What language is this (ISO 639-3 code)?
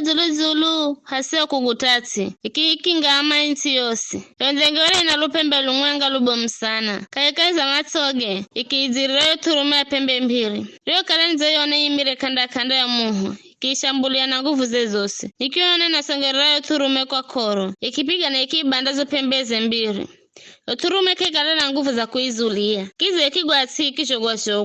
nyf